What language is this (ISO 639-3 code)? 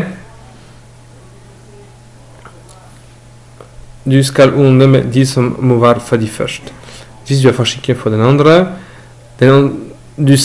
nor